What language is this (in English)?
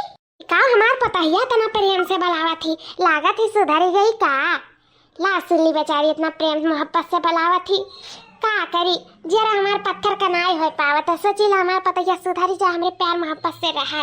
Awadhi